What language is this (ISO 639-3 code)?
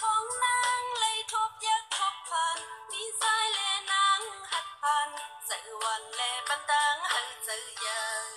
shn